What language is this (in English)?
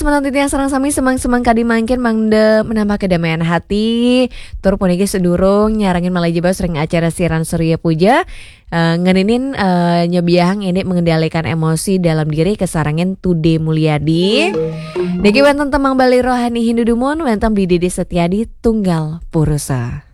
Balinese